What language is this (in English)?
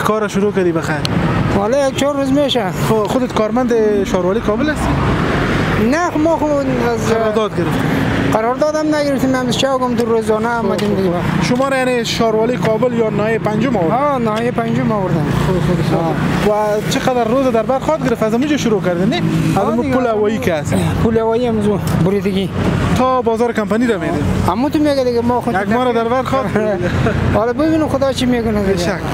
Persian